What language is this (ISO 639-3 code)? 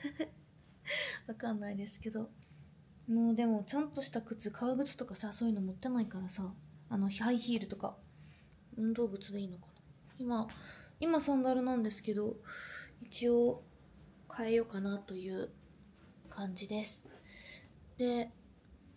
jpn